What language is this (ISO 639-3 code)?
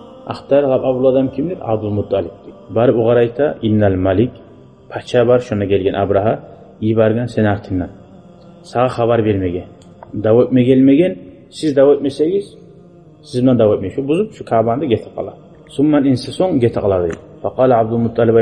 kum